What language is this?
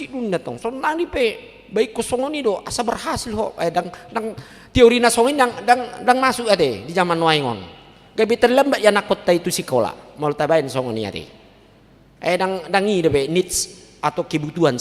Batak Toba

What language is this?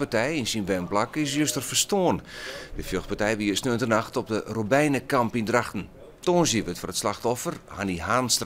Western Frisian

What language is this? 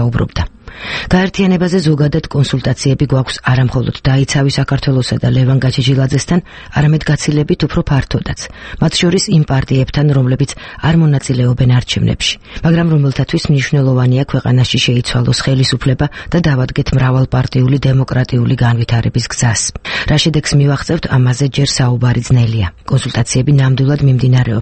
Georgian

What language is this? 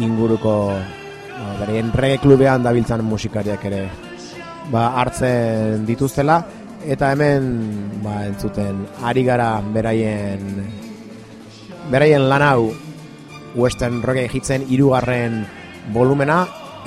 Basque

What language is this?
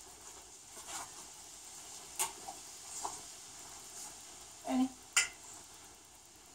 Danish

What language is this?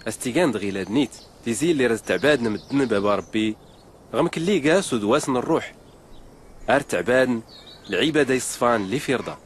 Tachelhit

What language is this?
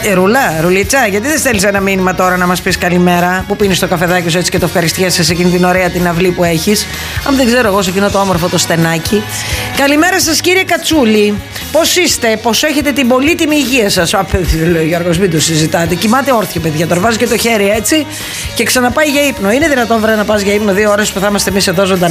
Greek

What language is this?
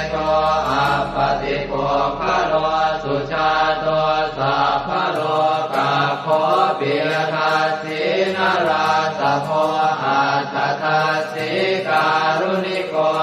Pali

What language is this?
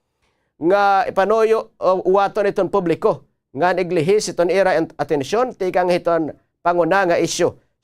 Waray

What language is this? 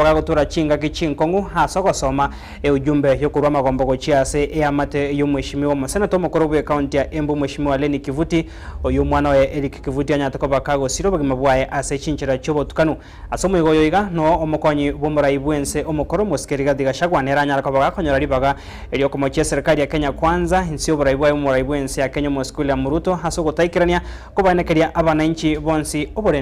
Gusii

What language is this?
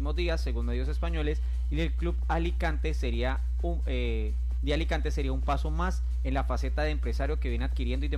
Spanish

